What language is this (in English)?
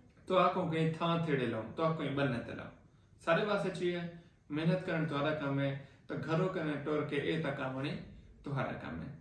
Saraiki